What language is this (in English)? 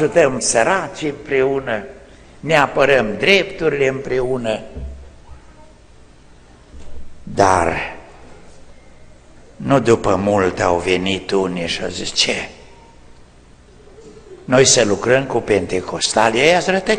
Romanian